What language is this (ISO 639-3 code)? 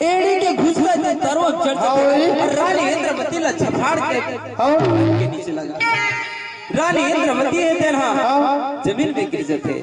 hne